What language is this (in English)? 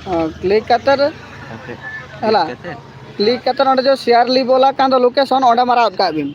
Santali